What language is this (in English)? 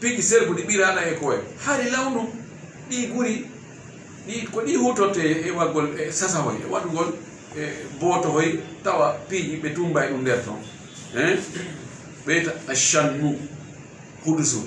Fula